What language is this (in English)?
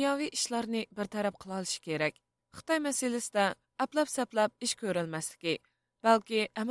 Uyghur